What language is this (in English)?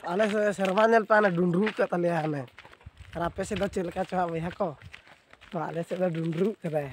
Santali